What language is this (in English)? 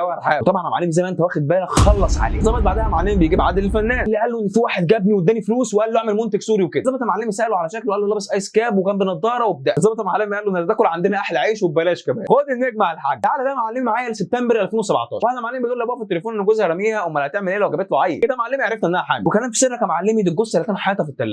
Egyptian Arabic